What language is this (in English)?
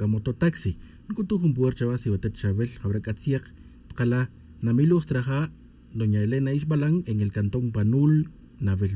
Tz'utujil